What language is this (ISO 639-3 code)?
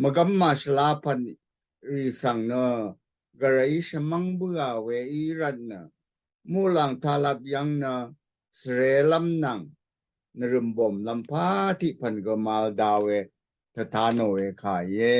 raw